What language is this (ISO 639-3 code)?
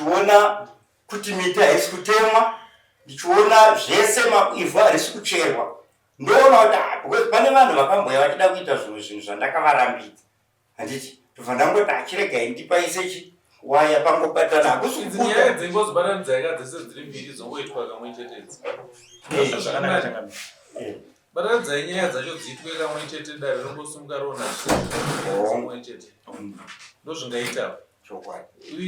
sna